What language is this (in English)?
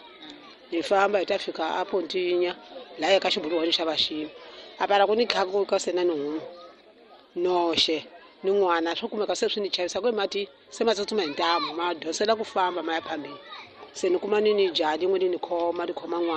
Tsonga